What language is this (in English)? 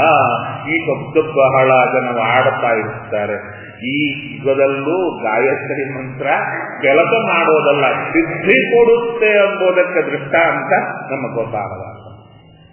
Kannada